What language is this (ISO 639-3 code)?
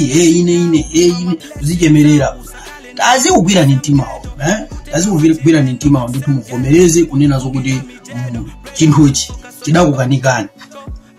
nya